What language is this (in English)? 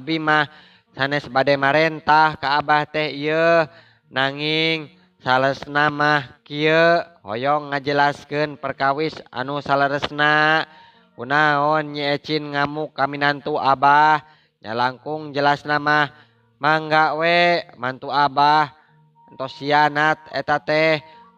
Sundanese